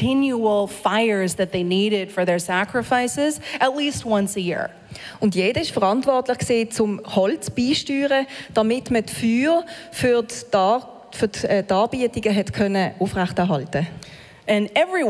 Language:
Swiss German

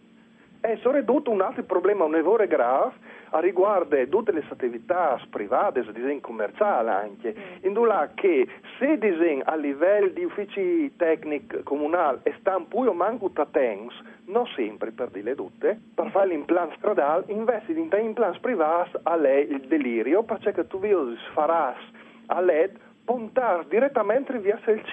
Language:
Friulian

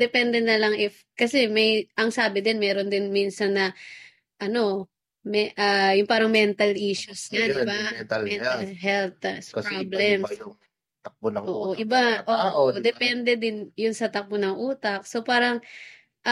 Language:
Filipino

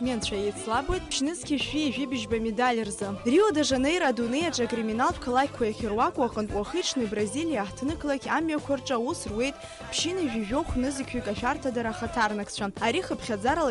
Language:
Abkhazian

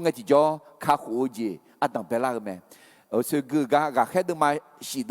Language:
Akha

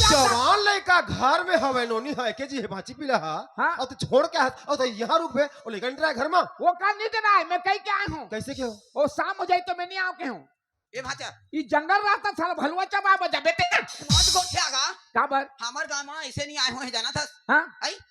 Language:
Chhattisgarhi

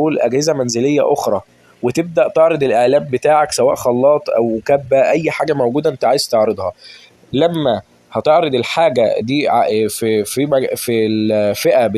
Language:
Egyptian Arabic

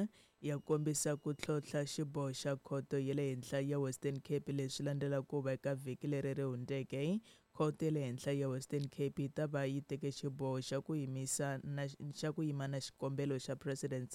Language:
Tsonga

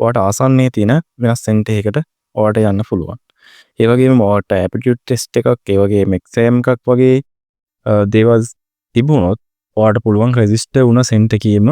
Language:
Sinhala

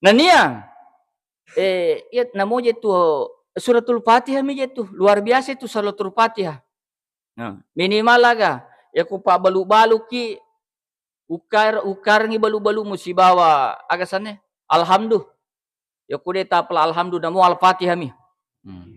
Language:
Buginese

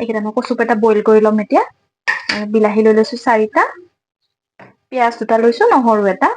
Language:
Assamese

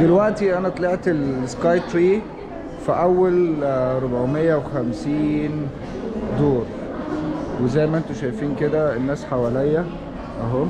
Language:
Egyptian Arabic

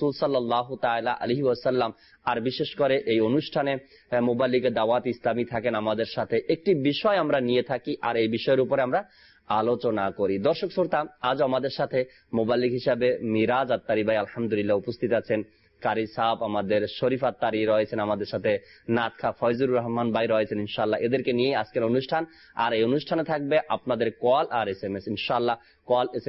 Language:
Bangla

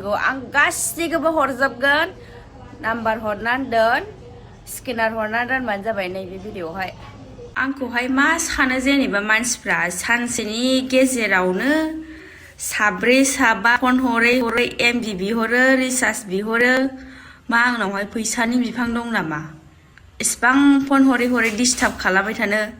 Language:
Bodo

